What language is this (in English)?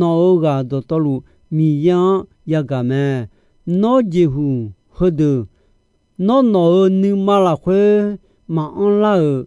Akha